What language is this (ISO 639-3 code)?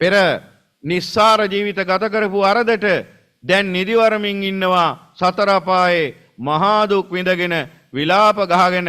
sin